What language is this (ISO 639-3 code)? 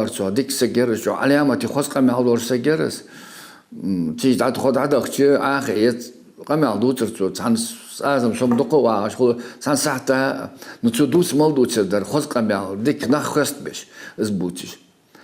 inh